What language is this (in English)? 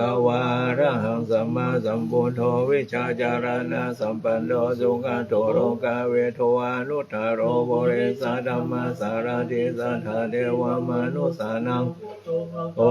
Pali